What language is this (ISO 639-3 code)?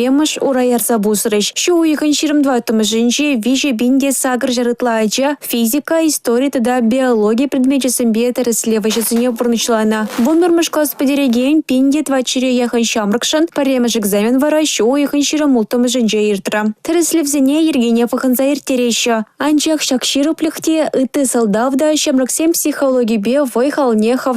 chv